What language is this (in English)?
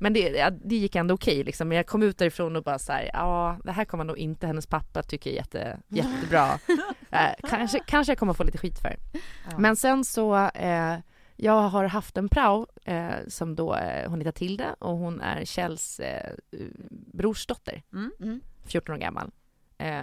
Swedish